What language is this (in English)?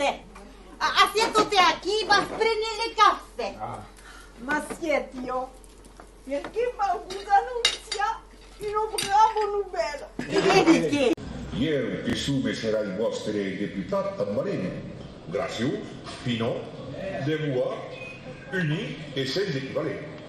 Occitan